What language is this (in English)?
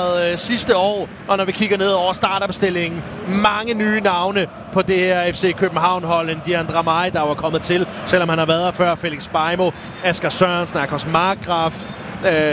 Danish